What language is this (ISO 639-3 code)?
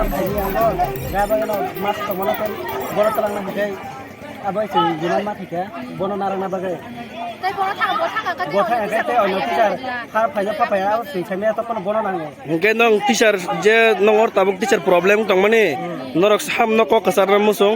trp